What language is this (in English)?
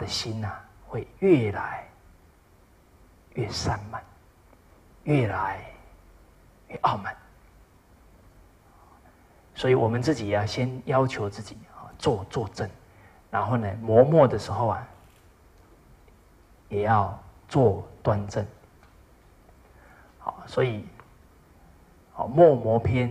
Chinese